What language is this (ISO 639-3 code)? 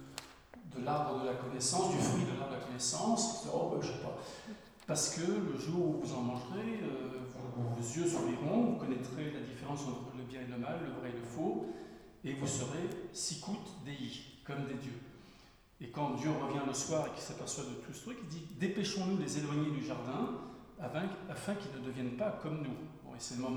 fra